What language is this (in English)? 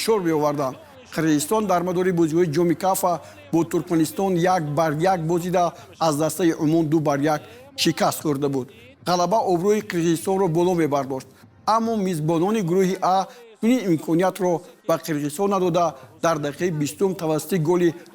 Tajik